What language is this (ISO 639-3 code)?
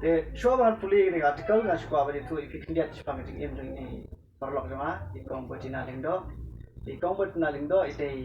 kha